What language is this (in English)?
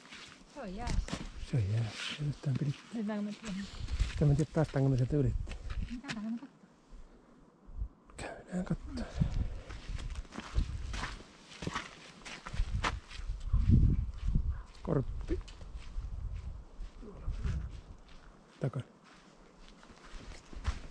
Finnish